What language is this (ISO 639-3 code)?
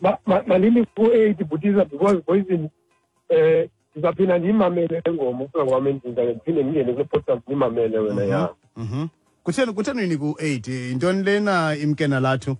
xho